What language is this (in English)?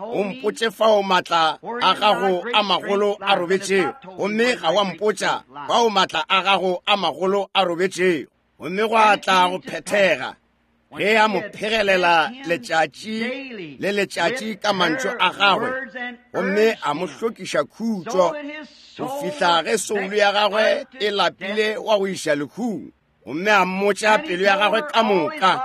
Northern Sotho